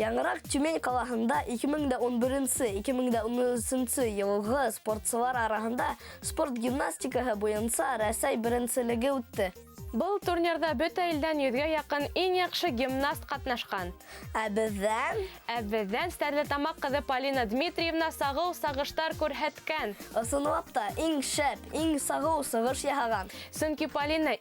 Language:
Bashkir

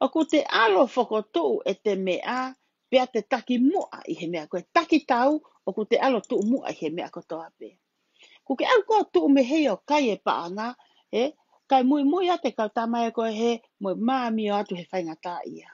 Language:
Tongan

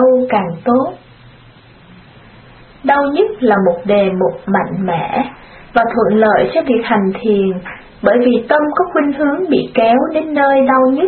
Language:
Vietnamese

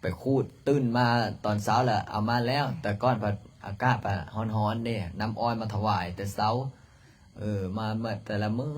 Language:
Lao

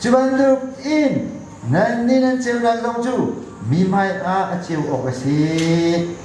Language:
Hakha Chin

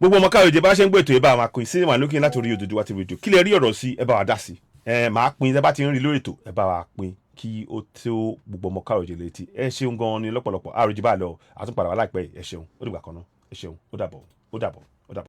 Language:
Yoruba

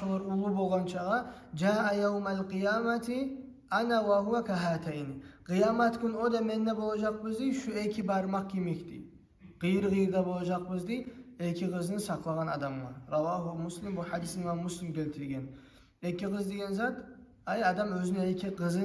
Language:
Kumyk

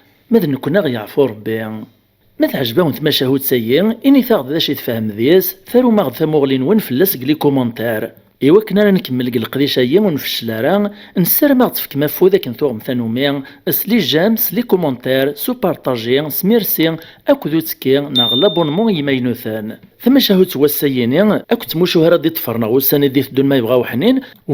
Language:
Kabyle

